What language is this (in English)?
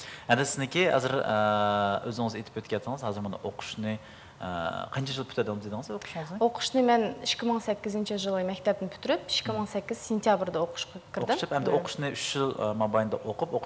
Uyghur